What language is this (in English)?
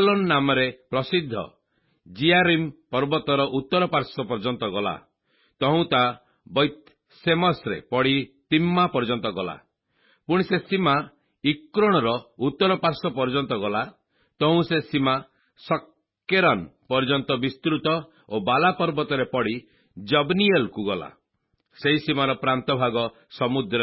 Odia